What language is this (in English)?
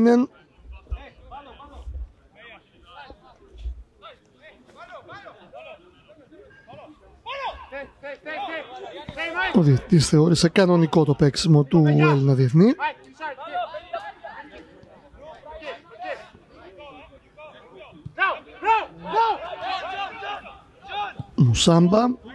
Greek